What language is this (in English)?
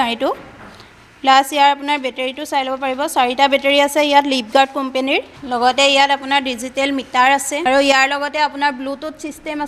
Assamese